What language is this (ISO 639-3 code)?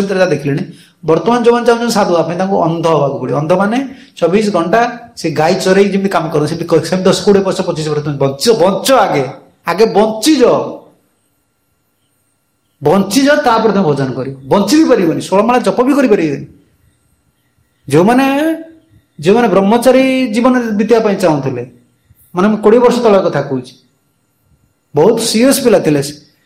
ori